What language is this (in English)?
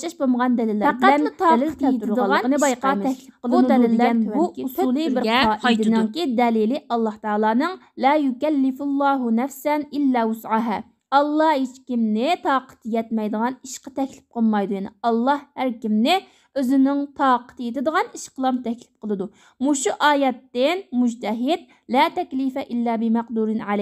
Uyghur